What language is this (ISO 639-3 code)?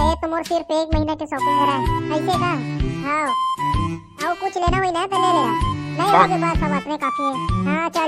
hne